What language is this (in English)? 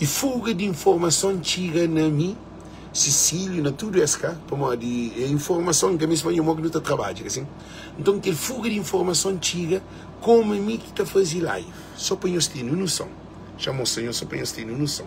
Kabuverdianu